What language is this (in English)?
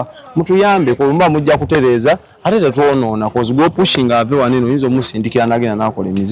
Ganda